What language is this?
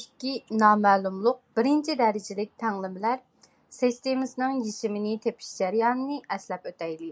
Uyghur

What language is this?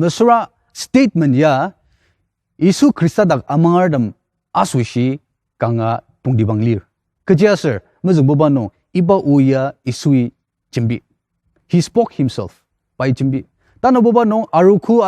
Ao Naga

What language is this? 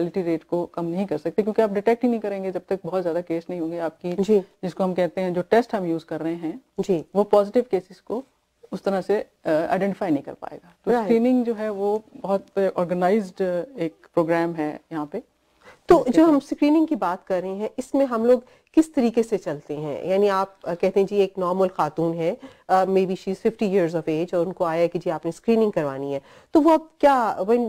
Urdu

